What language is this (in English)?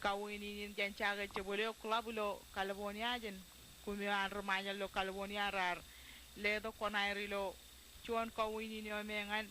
Marshallese